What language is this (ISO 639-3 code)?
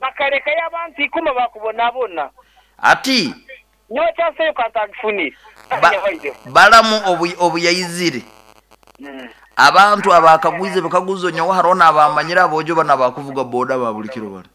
nyo